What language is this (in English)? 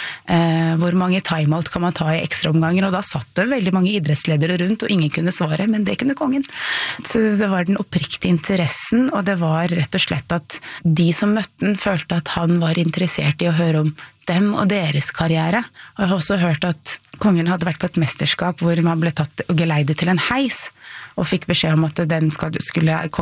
Norwegian